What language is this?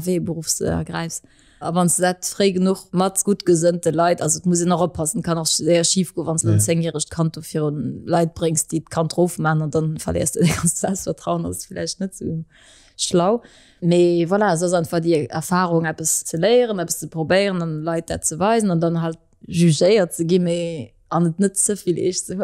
Luxembourgish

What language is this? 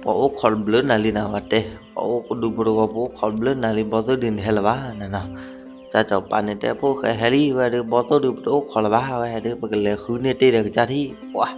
S'gaw Karen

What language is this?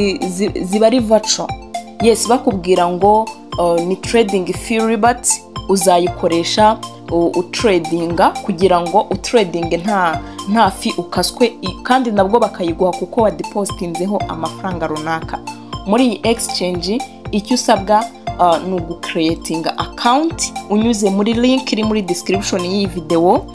Kinyarwanda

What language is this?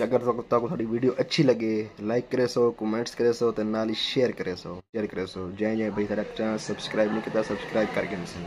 Saraiki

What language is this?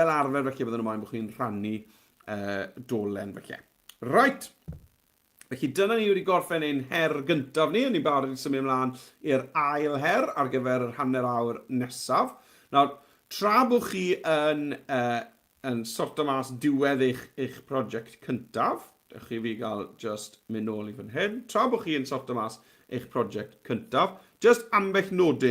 Welsh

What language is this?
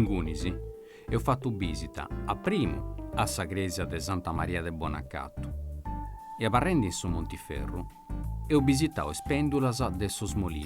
Sardinian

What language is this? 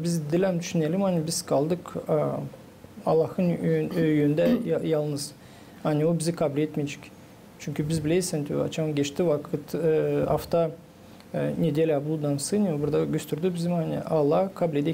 Gagauz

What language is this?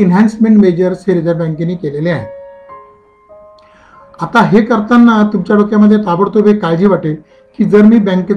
Marathi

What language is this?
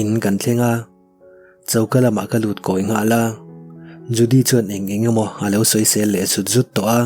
Mizo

